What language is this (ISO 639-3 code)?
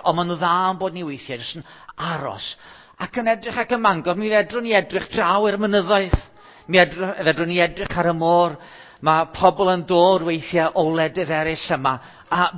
cym